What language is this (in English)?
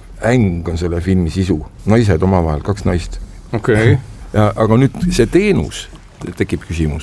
Estonian